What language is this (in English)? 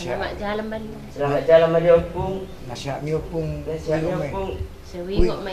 Batak Toba